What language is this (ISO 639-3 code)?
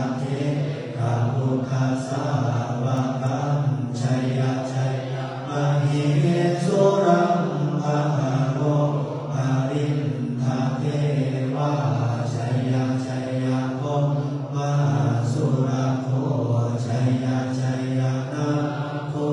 pli